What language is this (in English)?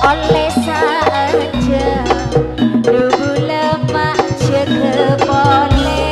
Madurese